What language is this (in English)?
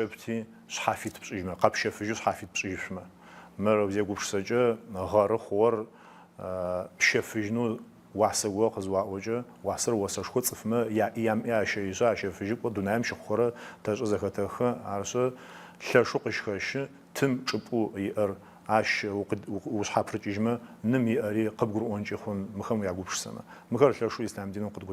Adyghe